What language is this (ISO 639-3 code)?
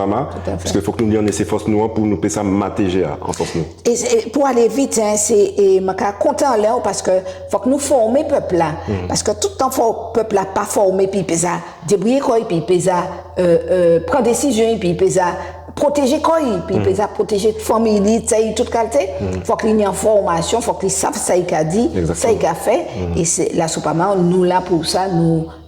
gcf